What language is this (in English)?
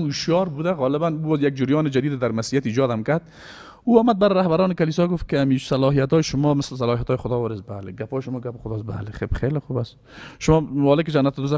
Persian